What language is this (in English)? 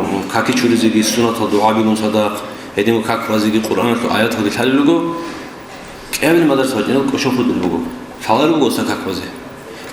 Avaric